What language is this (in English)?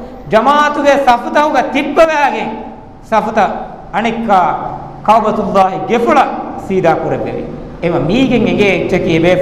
Divehi